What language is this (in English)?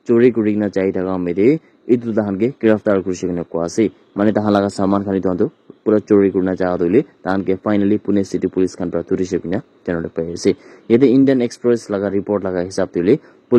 Naga Pidgin